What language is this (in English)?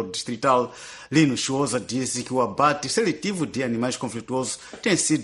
Portuguese